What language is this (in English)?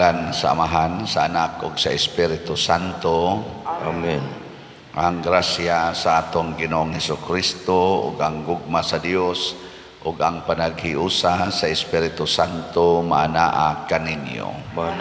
Cebuano